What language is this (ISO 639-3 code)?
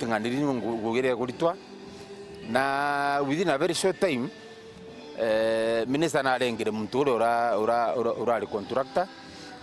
mer